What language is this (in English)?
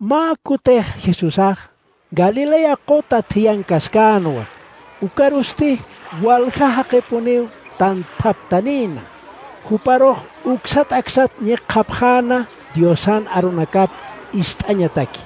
Aymara